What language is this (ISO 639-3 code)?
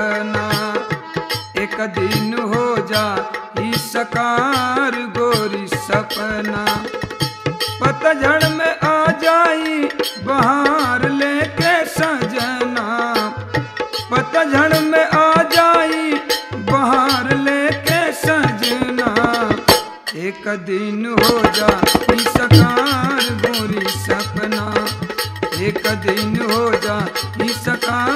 bho